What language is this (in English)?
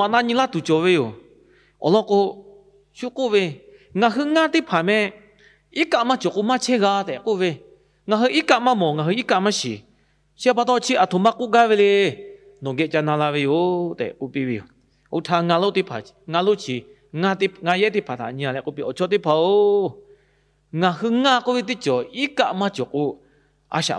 Lahu